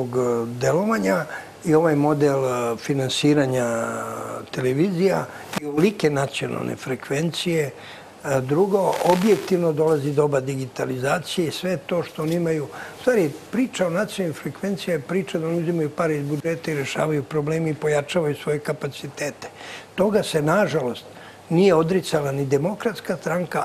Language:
Serbian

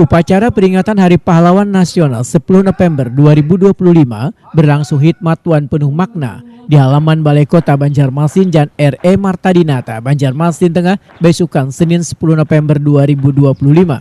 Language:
Banjar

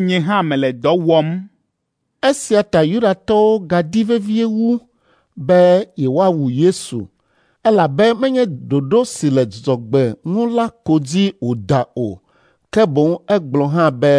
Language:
Ewe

